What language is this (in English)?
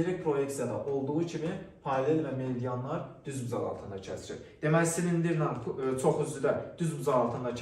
Azerbaijani